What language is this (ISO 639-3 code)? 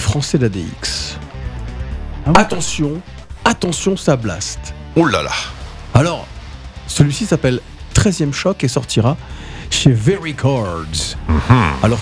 fra